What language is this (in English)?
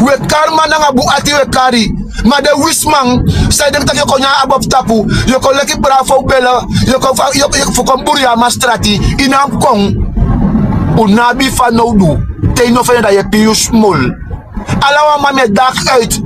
Sranan Tongo